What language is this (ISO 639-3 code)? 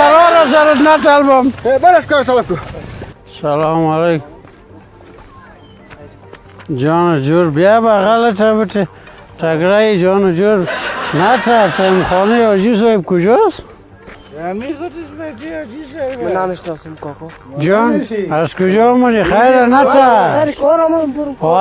fas